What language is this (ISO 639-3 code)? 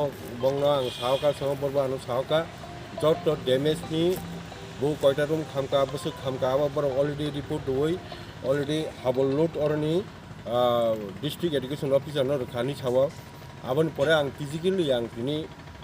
trp